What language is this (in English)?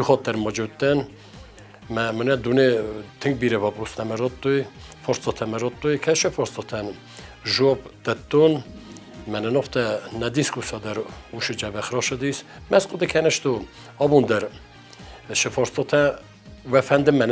Ossetic